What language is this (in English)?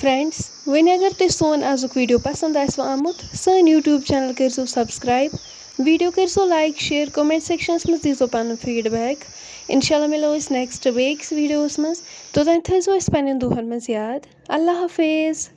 Kashmiri